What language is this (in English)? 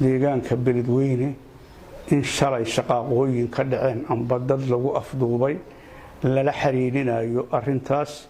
Somali